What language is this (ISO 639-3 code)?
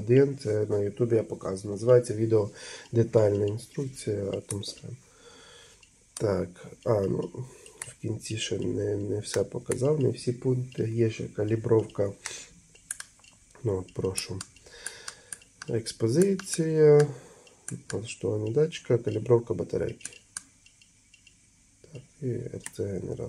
ukr